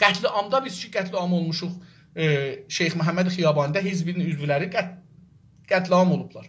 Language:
South Azerbaijani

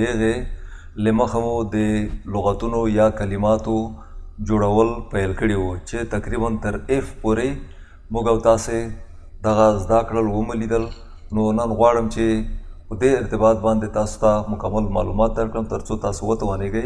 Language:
Pashto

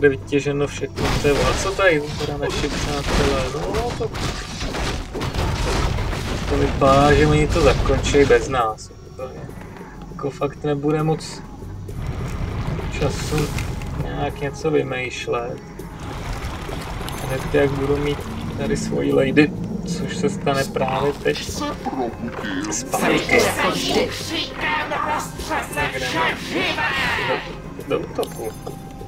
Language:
Czech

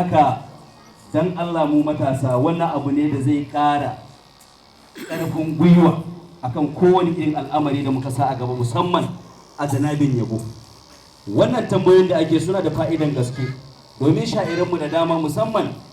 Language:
Hausa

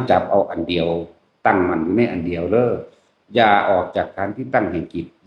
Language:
Northeastern Thai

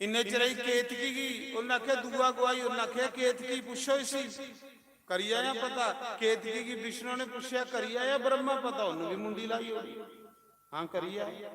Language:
Dogri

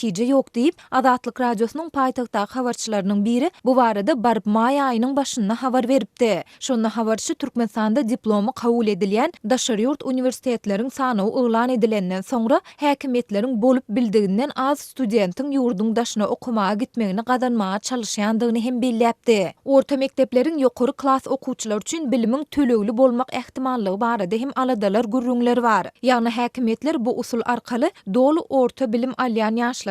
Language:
Turkmen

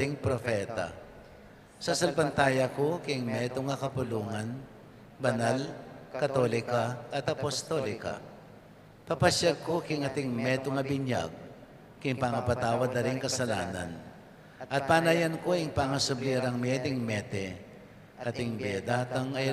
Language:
Pampanga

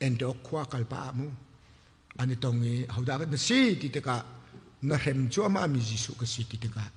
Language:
Hakha Chin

